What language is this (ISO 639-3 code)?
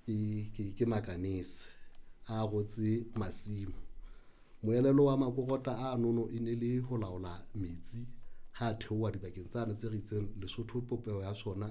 sot